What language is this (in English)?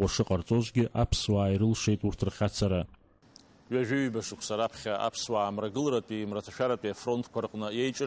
Abkhazian